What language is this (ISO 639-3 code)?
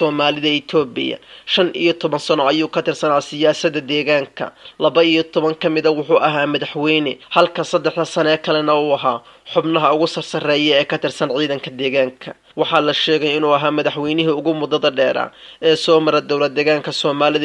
som